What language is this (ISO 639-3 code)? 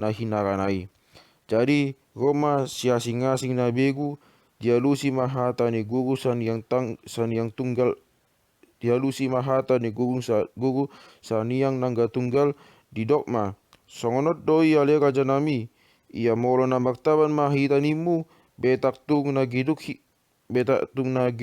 bbc